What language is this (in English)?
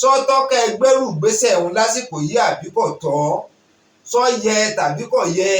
Yoruba